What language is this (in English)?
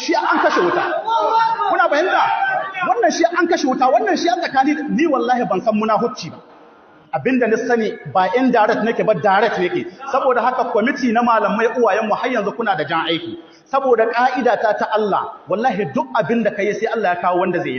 Hausa